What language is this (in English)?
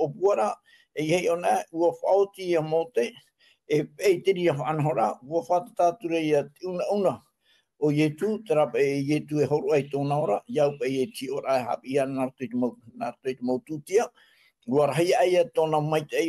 Tahitian